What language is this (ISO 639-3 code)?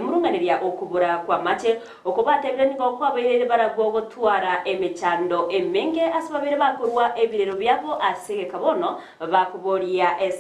guz